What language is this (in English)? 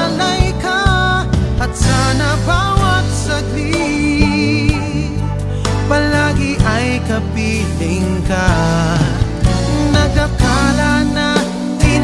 Filipino